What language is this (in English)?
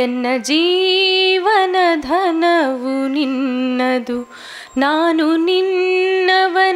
Kannada